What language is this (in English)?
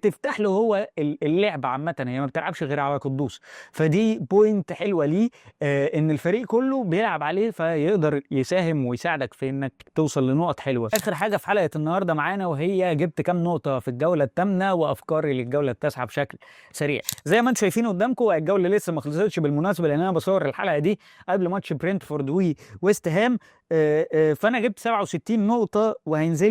Egyptian Arabic